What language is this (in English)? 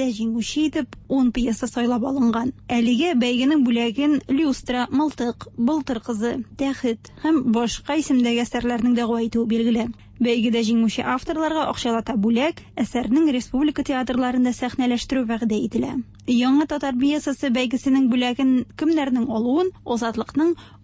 Tatar